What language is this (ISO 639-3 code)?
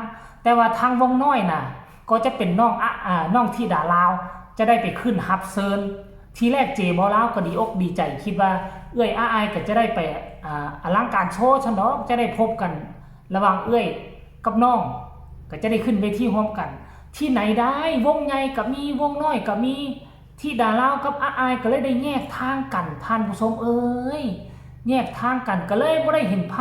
tts